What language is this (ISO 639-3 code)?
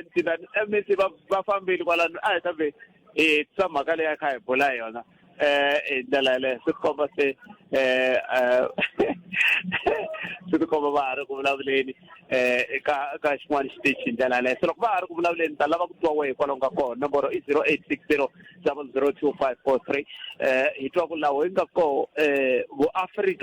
tso